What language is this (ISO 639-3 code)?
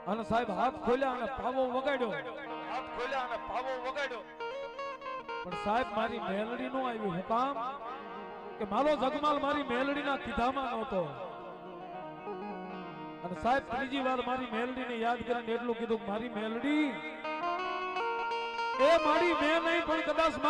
guj